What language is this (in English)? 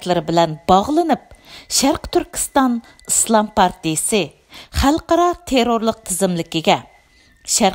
Uyghur